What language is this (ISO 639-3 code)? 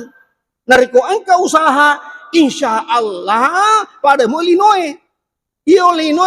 bug